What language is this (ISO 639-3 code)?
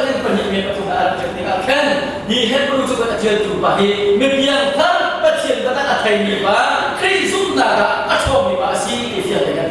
cnh